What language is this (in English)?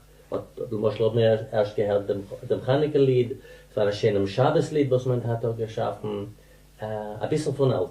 Yiddish